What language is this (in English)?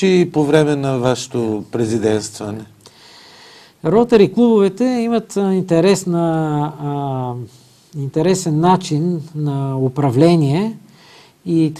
Bulgarian